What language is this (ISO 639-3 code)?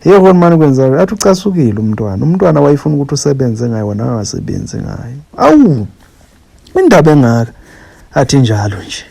zul